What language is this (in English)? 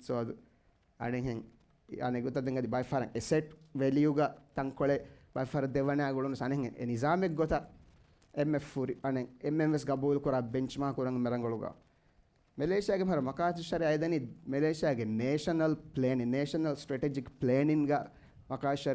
Divehi